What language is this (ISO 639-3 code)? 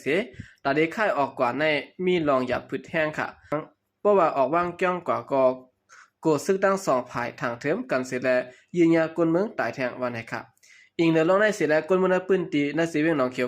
shn